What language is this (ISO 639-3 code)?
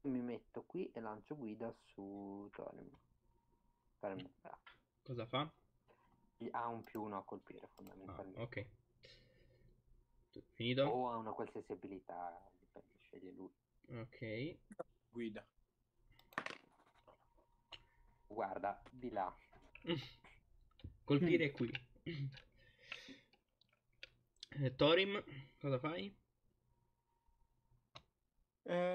ita